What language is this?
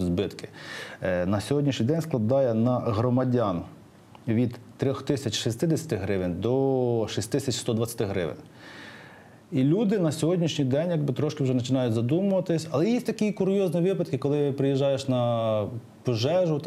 Ukrainian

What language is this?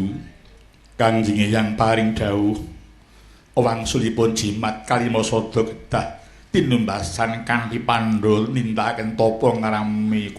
Javanese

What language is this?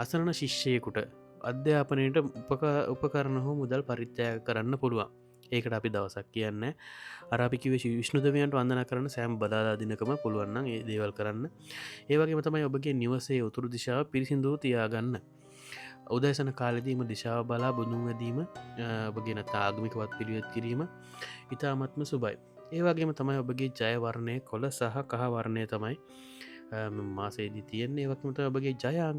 Sinhala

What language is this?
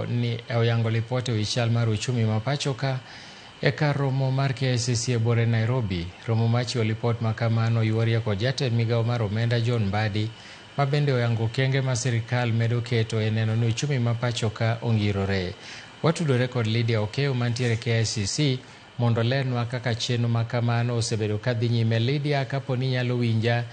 Luo (Kenya and Tanzania)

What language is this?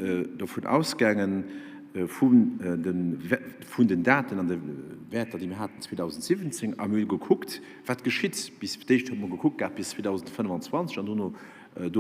Luxembourgish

